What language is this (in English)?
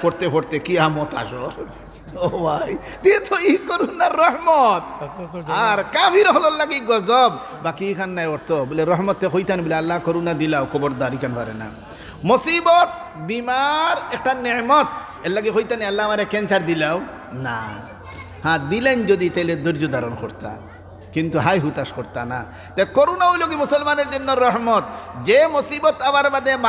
Sylheti